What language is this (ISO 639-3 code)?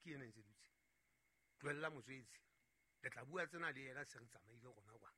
sot